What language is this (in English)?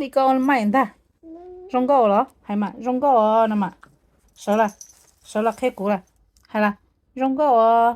Hmong